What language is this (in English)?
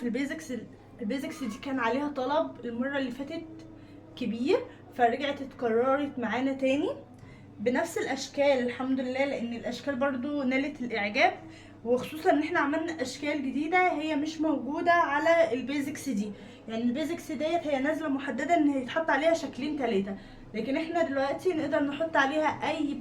Egyptian Arabic